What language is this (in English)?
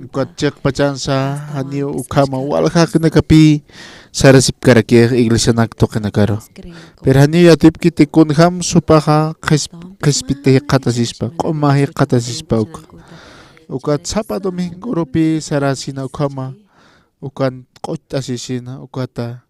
Aymara